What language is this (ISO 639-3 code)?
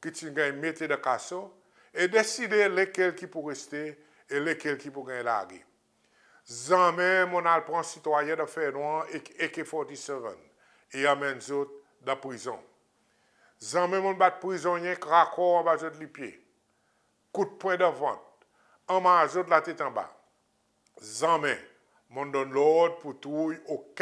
crs